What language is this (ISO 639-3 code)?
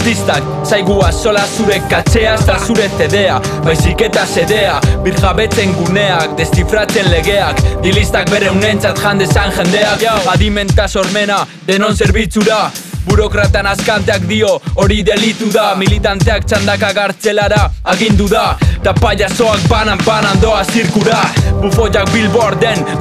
eus